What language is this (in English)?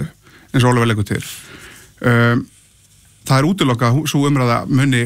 Icelandic